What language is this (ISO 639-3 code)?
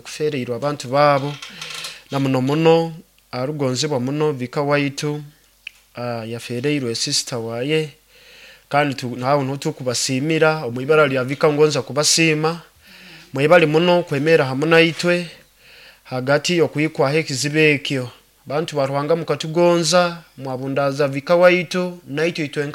nyo